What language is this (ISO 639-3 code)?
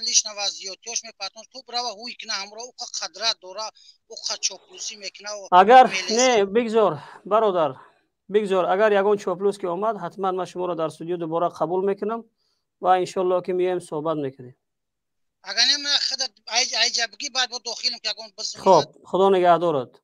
fas